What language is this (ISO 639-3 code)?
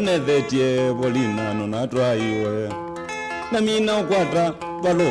kam